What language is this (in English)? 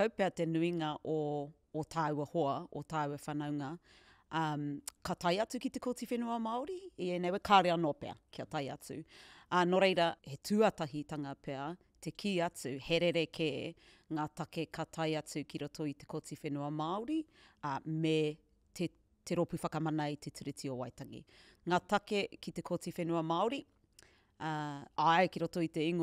Māori